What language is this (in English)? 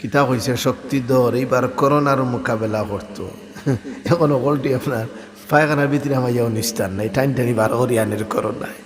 Sylheti